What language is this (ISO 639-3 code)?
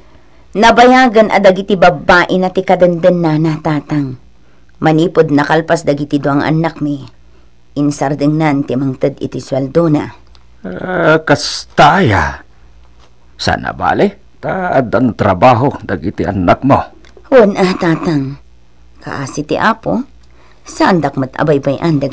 ilo